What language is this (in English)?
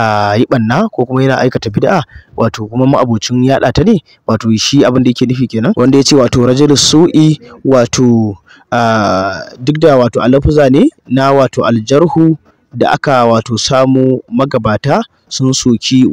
Hausa